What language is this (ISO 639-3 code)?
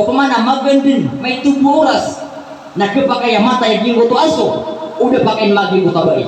mrw